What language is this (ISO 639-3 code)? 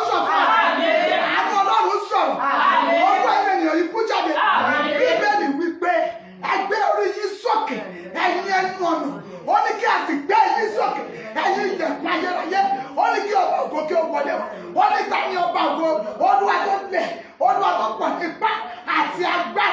yor